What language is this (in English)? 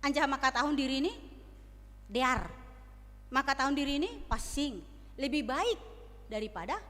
Batak Simalungun